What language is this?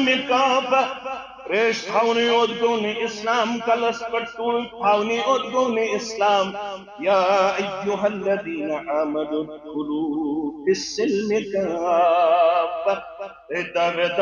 Kashmiri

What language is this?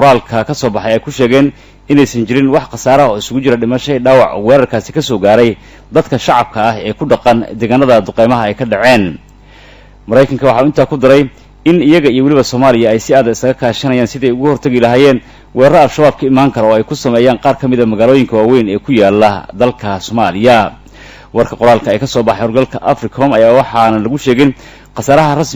Somali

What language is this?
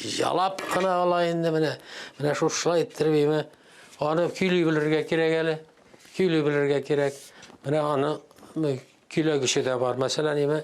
Tatar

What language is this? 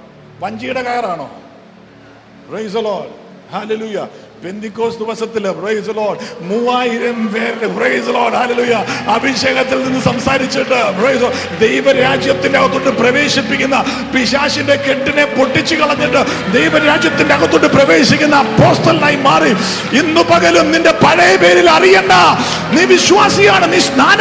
Malayalam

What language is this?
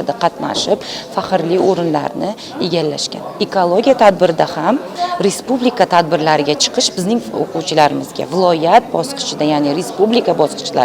Uzbek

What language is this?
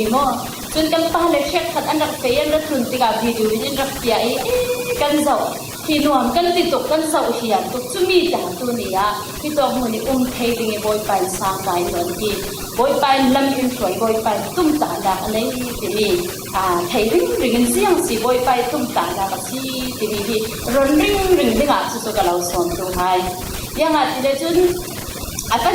Falam Chin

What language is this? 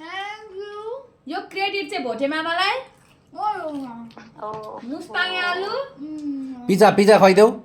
Nepali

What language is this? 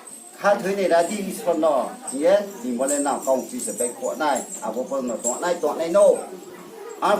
Riang (India)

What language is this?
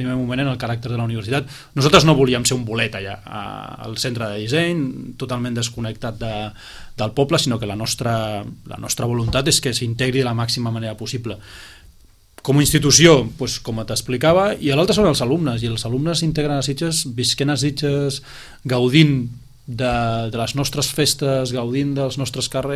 Catalan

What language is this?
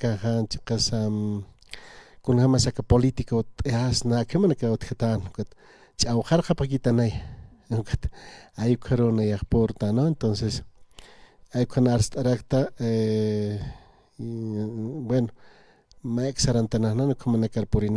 Aymara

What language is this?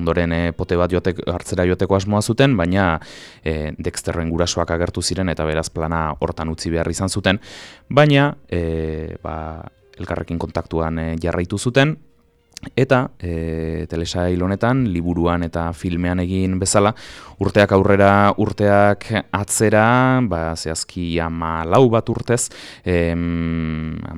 Basque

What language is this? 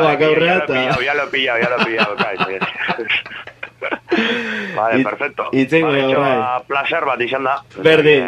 Basque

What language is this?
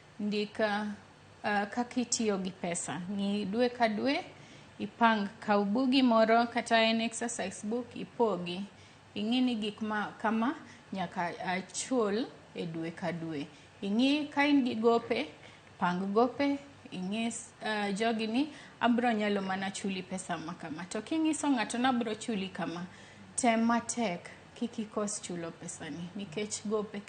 Luo (Kenya and Tanzania)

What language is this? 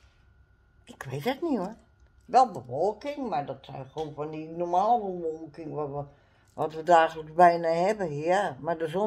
Dutch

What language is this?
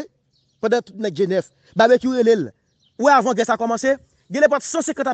Haitian Creole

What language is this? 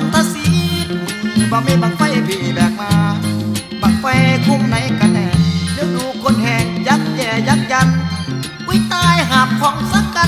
Thai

